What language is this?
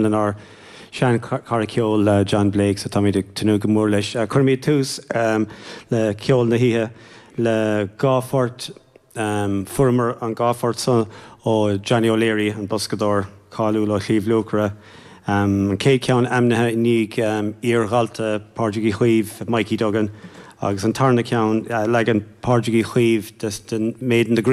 Irish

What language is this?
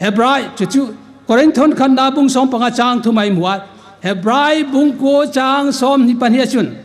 Hmar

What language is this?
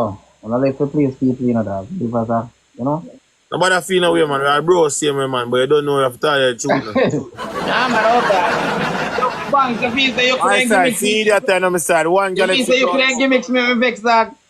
Jamaican Creole English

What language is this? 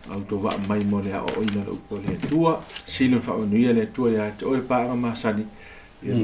Samoan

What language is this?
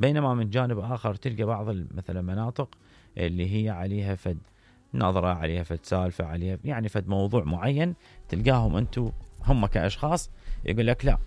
Mesopotamian Arabic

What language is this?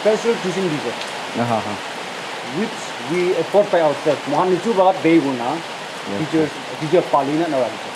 Naga Pidgin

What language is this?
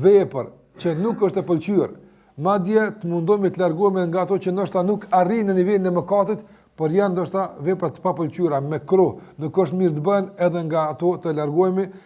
Albanian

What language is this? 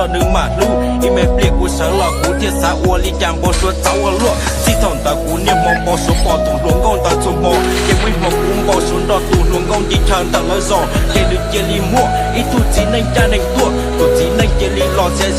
Hmong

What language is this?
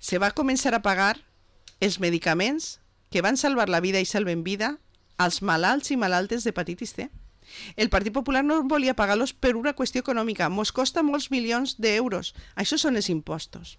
Catalan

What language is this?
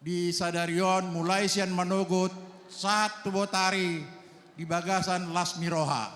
Batak Toba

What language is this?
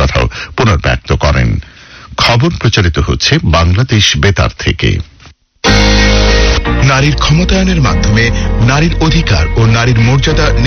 Bangla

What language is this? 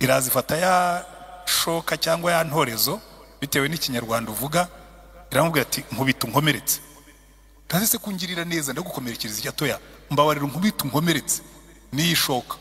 Kinyarwanda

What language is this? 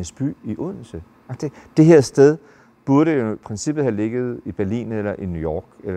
Danish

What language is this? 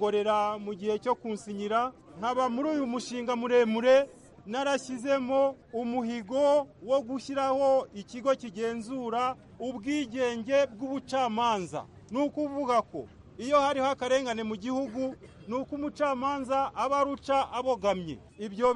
Kinyarwanda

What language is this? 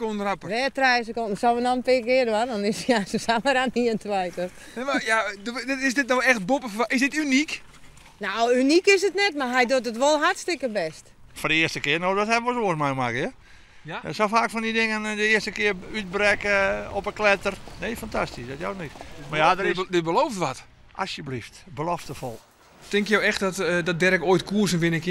Western Frisian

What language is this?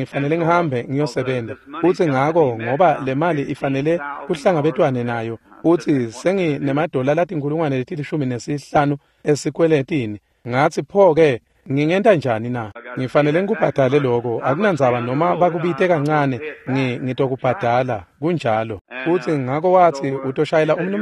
Swati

